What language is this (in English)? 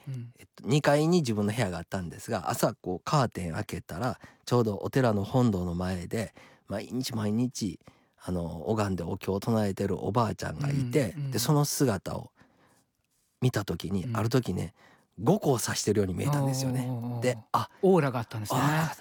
Japanese